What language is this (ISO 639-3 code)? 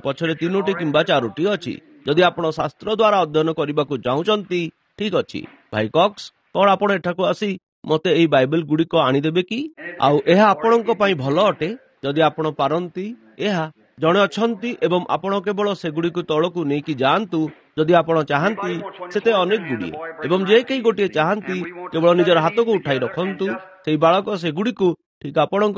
ori